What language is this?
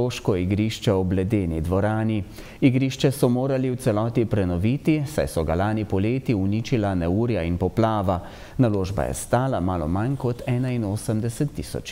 Slovenian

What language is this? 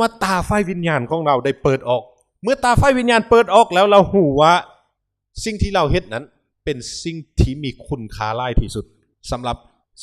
Lao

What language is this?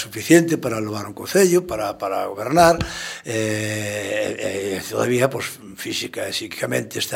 Galician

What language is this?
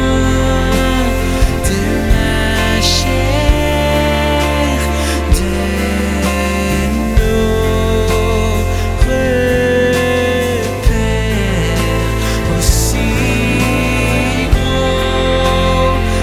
French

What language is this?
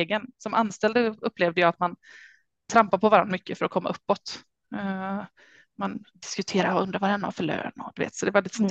Swedish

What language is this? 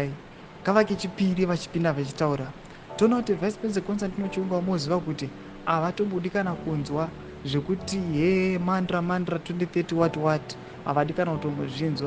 Shona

